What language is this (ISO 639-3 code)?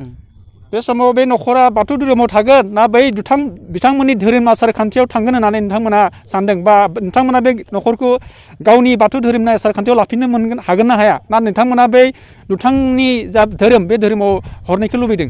brx